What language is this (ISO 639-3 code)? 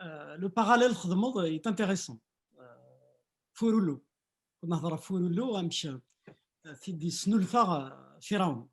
kab